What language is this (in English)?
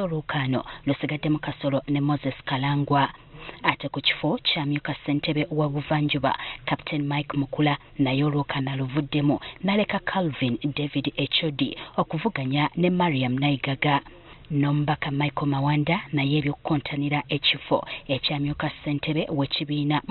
Ganda